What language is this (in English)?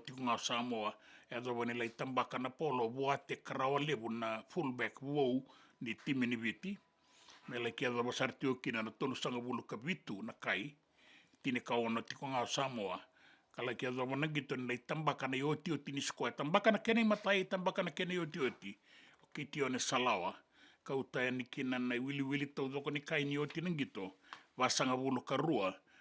Fijian